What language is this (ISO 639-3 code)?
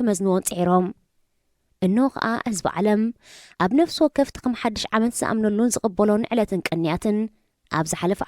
tir